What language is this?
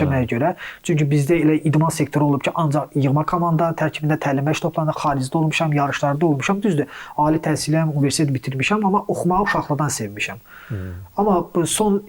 Azerbaijani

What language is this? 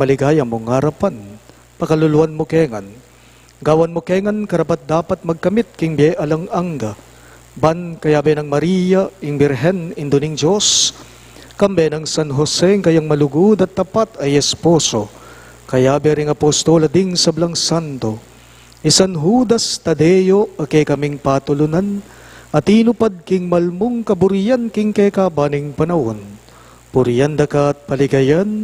Pampanga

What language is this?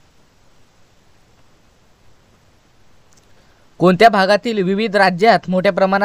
Marathi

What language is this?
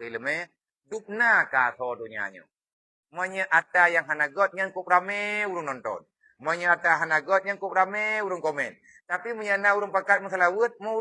Achinese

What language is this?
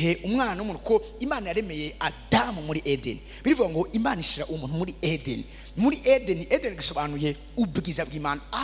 Rundi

